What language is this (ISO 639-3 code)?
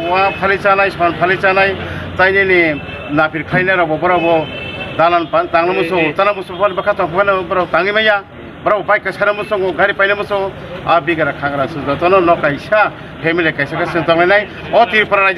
trp